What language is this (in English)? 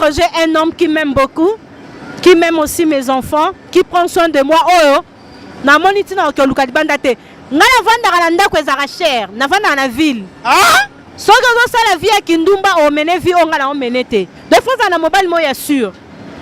Lingala